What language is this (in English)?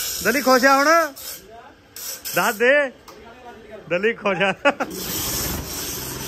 Punjabi